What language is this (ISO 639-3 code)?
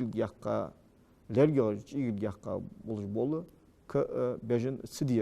inh